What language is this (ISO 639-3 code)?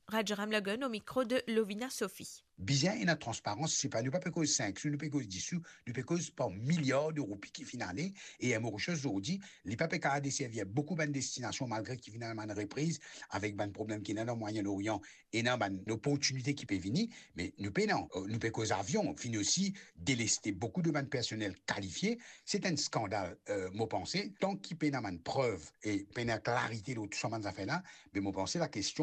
mfe